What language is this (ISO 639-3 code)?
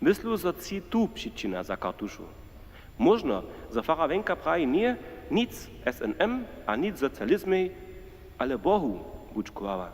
hsb